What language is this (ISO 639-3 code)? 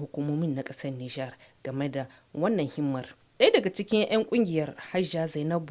hau